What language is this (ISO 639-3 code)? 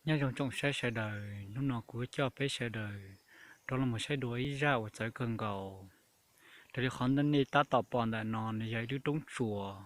hmn